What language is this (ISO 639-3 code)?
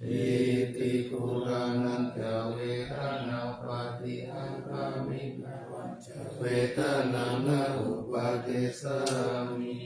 pli